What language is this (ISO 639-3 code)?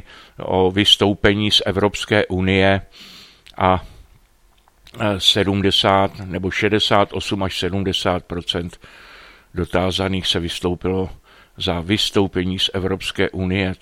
ces